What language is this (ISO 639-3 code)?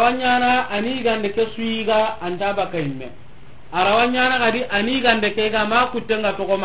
snk